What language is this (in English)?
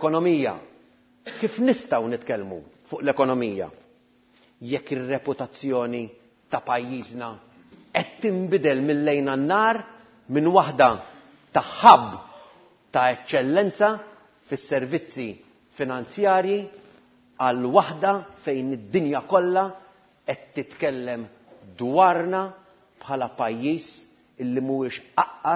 Maltese